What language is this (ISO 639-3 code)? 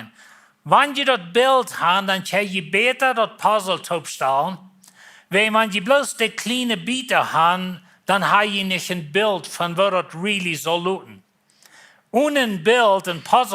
pdt